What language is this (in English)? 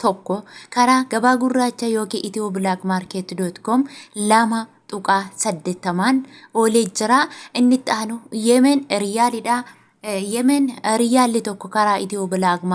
Oromo